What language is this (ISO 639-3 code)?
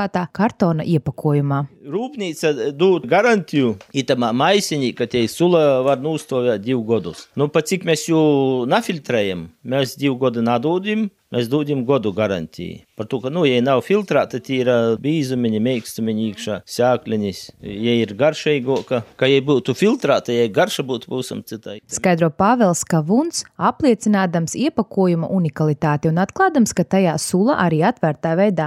lav